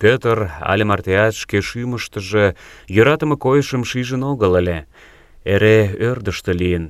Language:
Mari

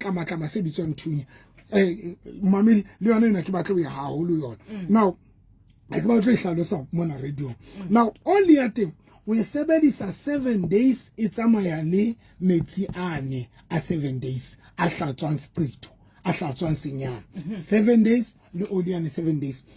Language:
Southern Sotho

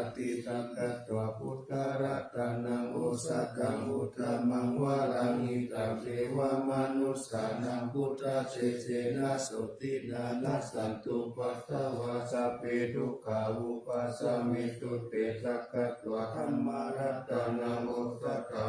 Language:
Pali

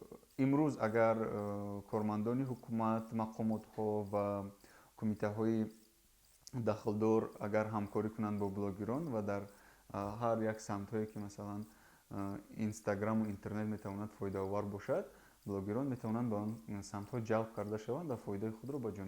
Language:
Tajik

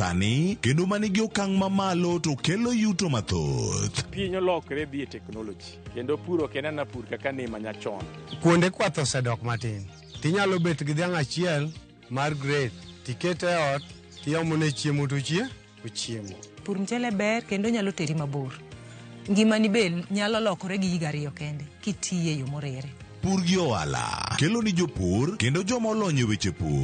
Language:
Luo (Kenya and Tanzania)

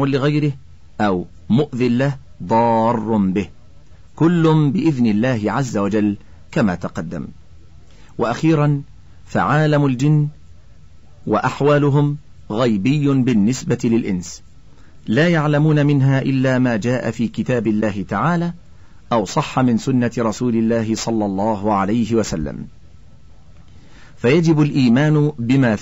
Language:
Arabic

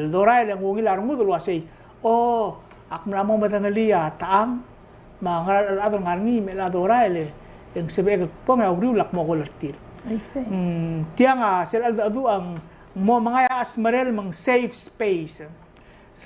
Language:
Palauan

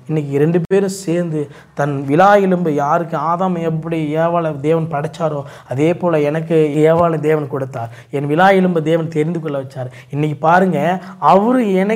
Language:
Tamil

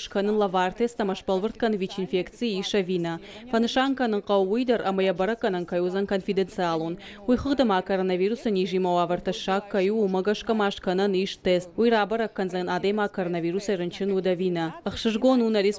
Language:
Ossetic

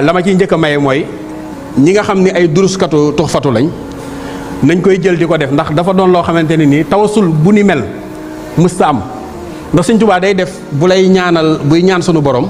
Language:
Wolof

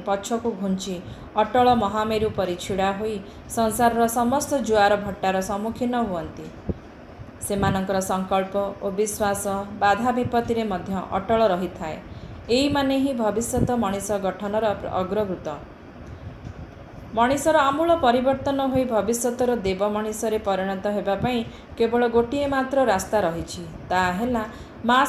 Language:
Odia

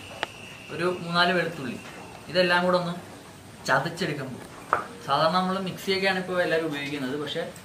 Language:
Malayalam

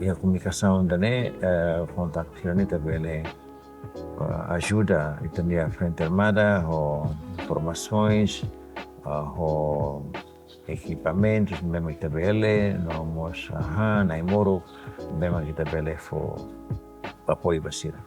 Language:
Tetum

